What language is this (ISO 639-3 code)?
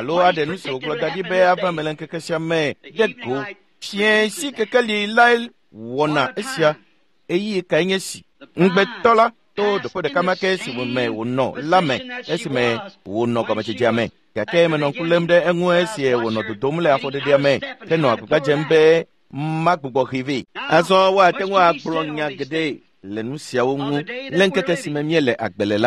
ewe